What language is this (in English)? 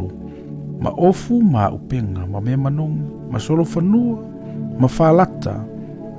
Samoan